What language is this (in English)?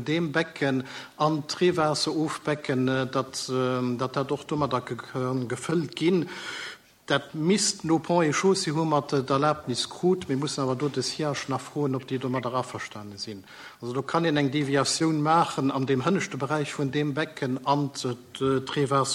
Luxembourgish